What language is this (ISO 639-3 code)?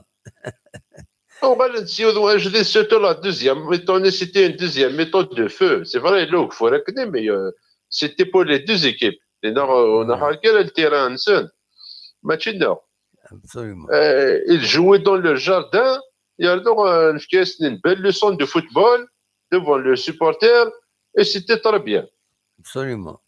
kab